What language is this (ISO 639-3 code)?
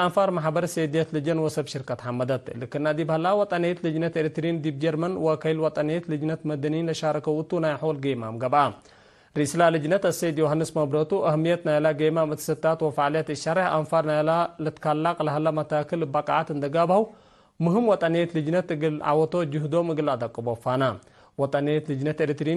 tig